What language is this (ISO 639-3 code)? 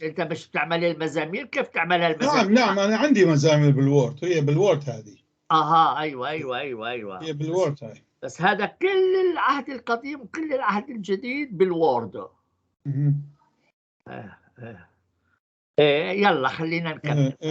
apc